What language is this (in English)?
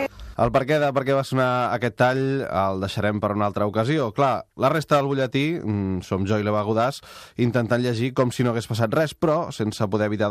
Catalan